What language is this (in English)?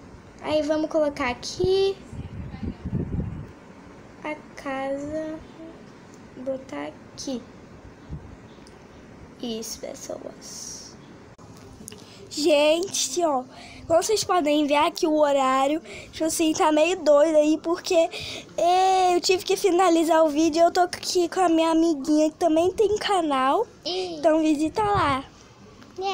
Portuguese